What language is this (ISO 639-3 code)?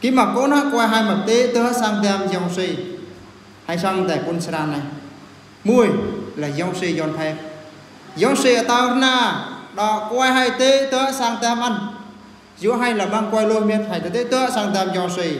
bru